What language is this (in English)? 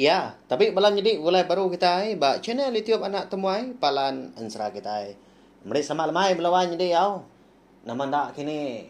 Iban